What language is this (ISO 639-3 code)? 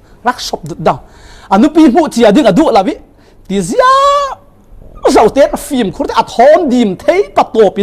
cfm